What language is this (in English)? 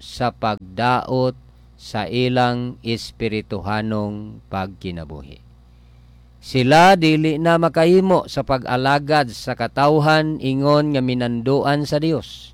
Cebuano